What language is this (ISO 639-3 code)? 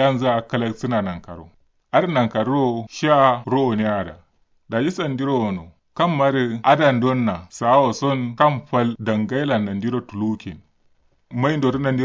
kau